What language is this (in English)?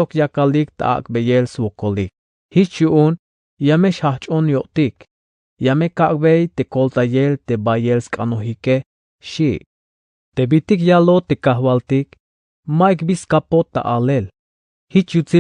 Tzeltal